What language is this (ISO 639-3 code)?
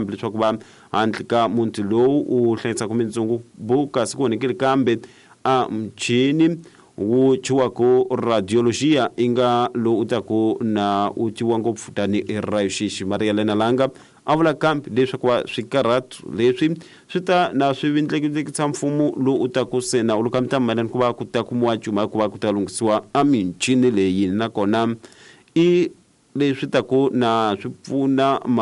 tso